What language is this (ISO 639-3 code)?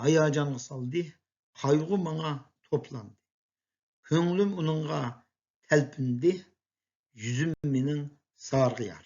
uig